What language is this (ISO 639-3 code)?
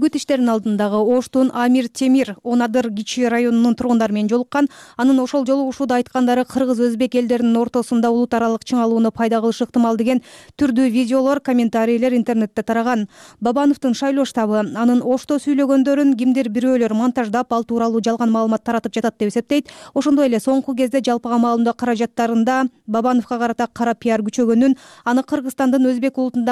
kir